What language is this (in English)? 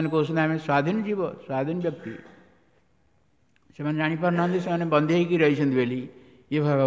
Odia